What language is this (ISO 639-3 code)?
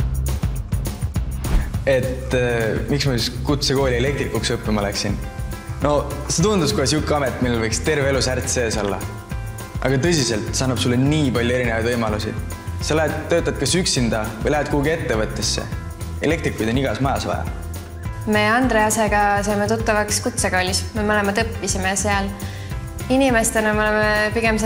est